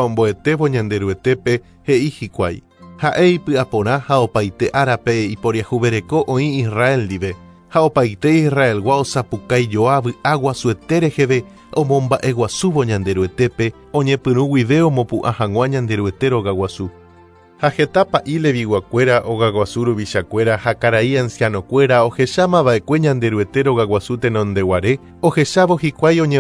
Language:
Guarani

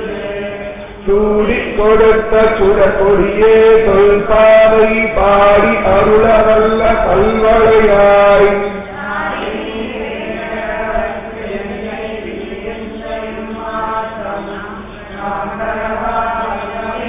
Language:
Tamil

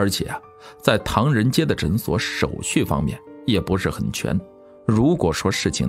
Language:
Chinese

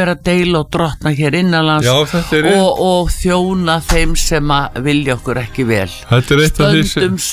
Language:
Icelandic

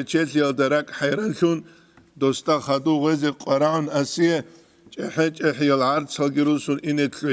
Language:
Avaric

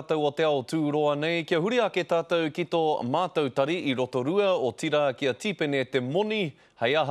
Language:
Māori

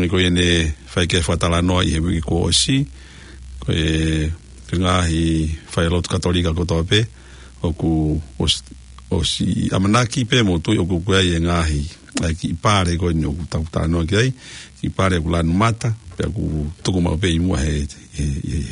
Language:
Tongan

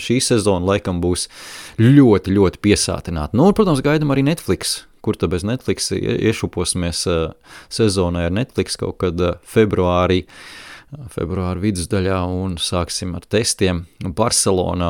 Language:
Latvian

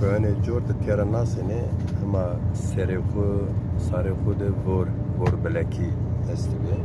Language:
Zaza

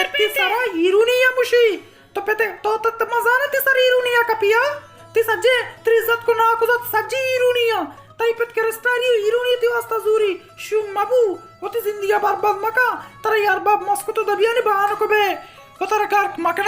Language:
Baluchi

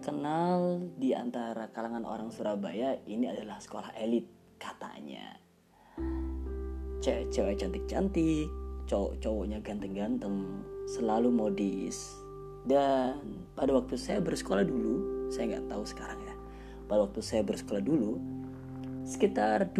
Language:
Indonesian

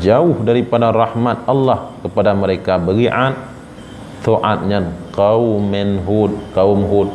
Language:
Achinese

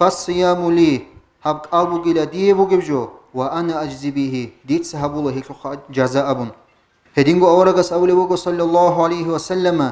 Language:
Avaric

